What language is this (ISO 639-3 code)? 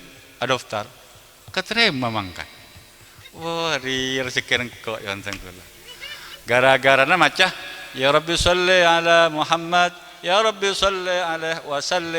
mad